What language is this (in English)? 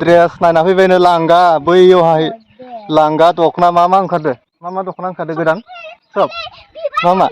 Bodo